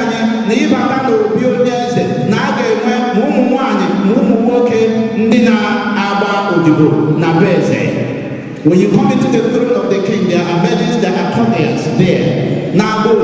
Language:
Igbo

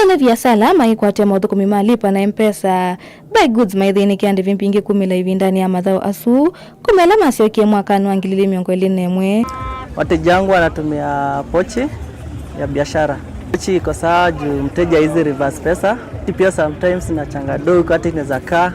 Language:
Kamba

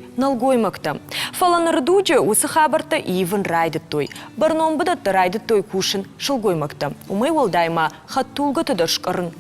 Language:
Ossetic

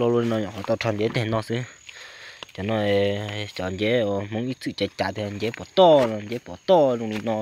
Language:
Hmong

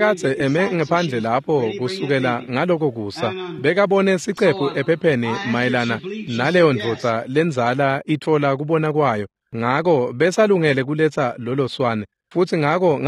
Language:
Swati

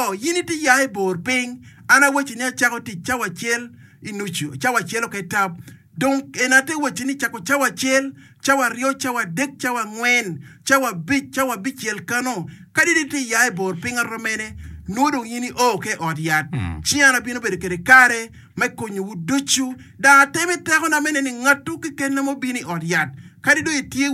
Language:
Acoli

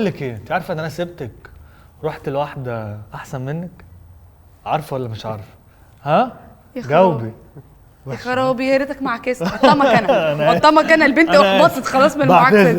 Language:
Egyptian Arabic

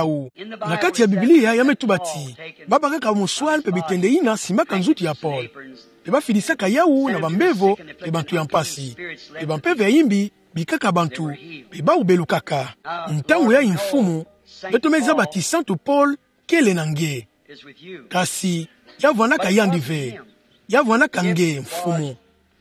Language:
Kituba (Democratic Republic of Congo)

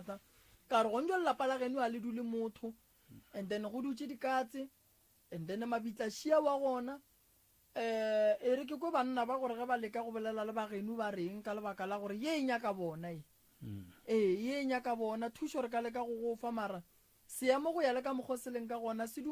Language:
Northern Sotho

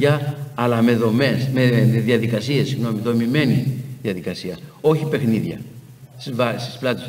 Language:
Greek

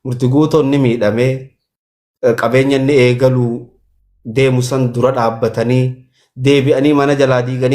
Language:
Oromo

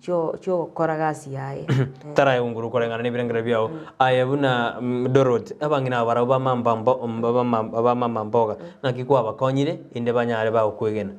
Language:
Gusii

